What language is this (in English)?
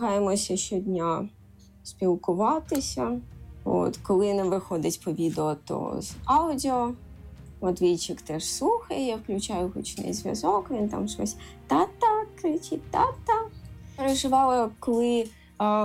Ukrainian